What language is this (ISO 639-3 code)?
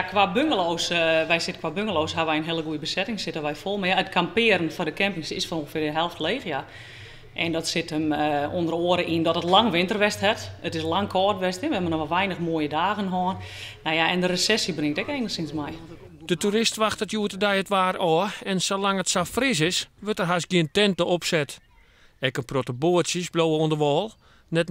fry